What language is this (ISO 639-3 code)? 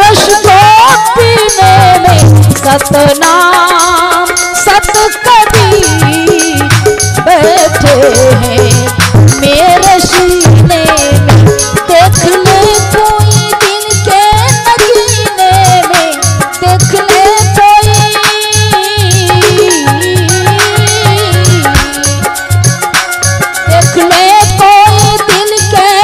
hin